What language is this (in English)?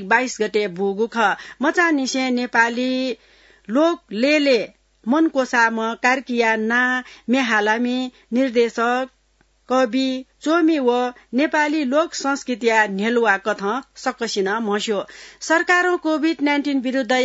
Newari